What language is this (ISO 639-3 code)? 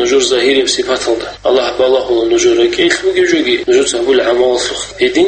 ava